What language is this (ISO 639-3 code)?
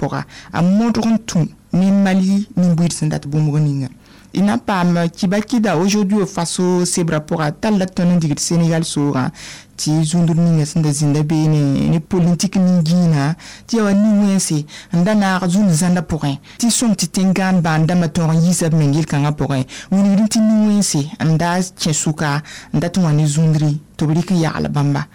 mos